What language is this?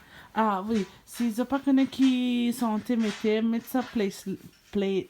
Morisyen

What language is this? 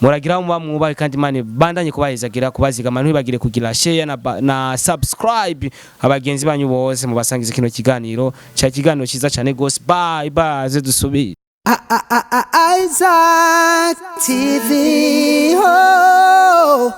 Rundi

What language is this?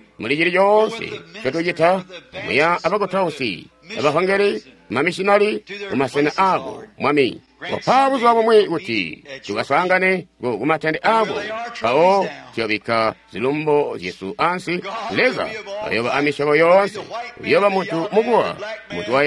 Tonga (Zambia)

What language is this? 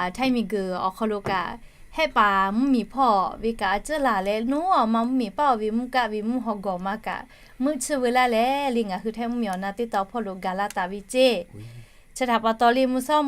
Lahu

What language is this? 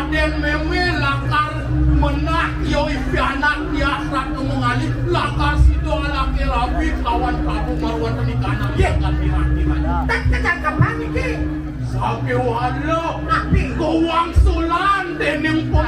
Balinese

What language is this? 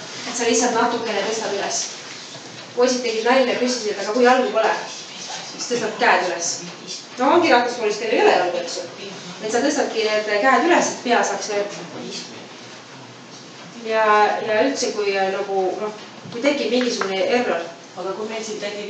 Estonian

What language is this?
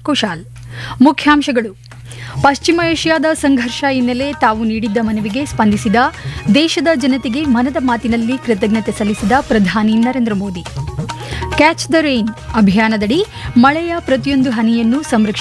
Kannada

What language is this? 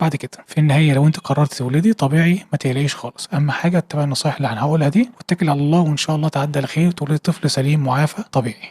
Egyptian Arabic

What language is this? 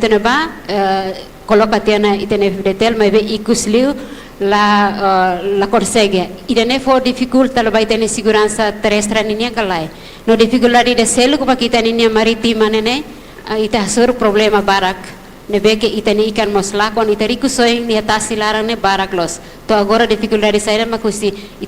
Tetum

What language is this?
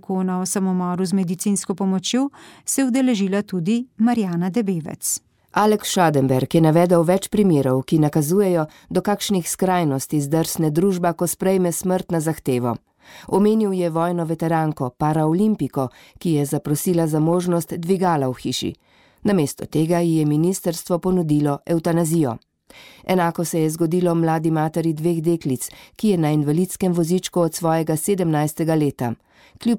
Slovenian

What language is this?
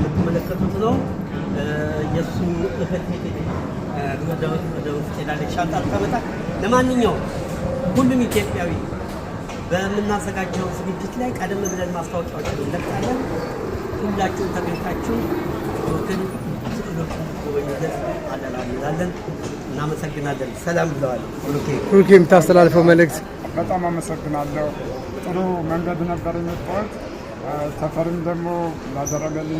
Amharic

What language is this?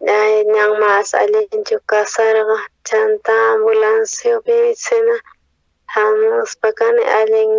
South Bolivian Quechua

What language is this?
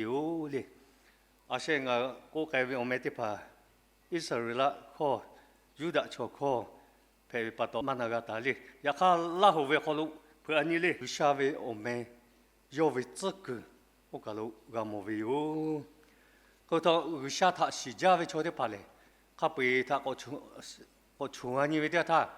Lahu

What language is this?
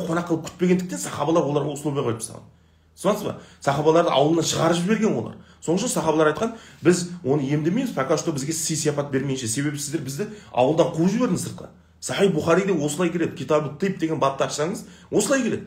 Kazakh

